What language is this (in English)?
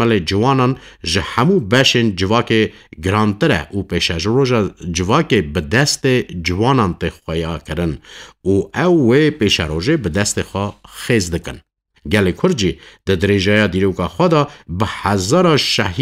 Kurdish